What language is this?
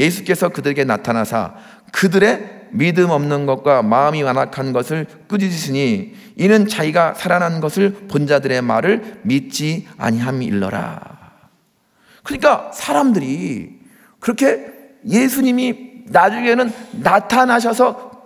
Korean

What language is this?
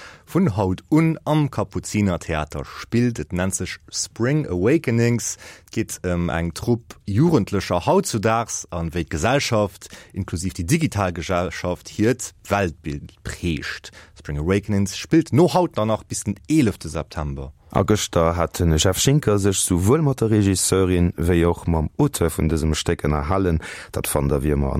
Luxembourgish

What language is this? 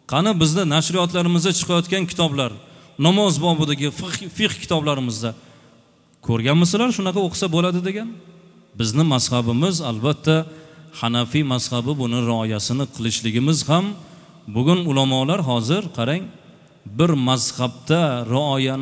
Uzbek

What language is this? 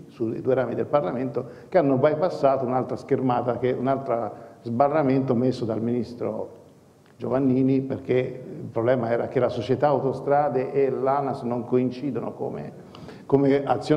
Italian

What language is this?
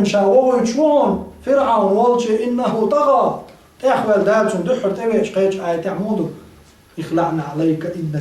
Chechen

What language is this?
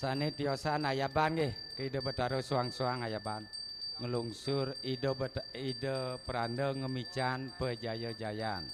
Balinese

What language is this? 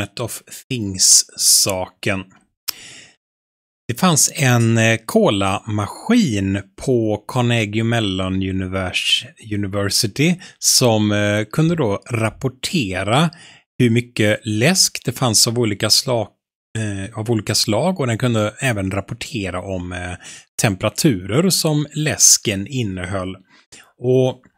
Swedish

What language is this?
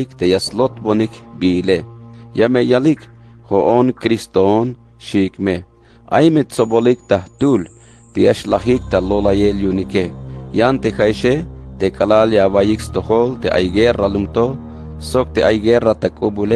Tzeltal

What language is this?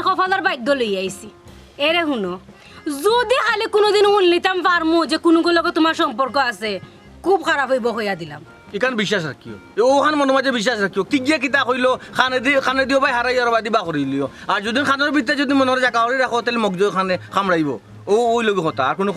Sylheti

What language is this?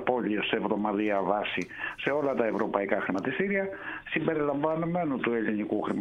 Greek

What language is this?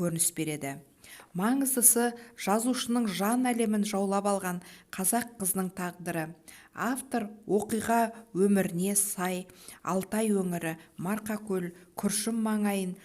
Kazakh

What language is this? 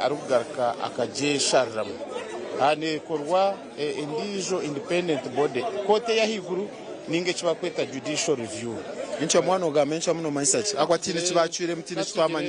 Nyankole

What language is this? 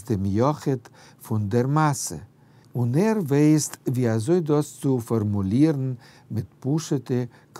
Yiddish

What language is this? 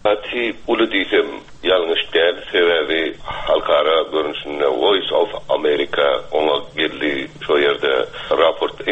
Turkmen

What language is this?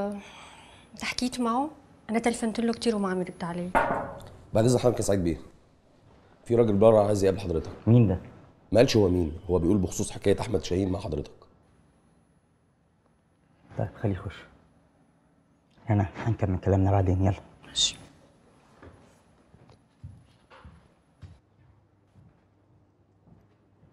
Egyptian Arabic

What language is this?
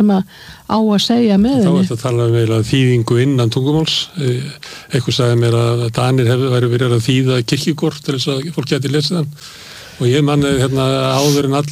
Icelandic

